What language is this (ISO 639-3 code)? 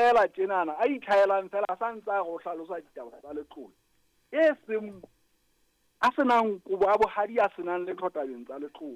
sot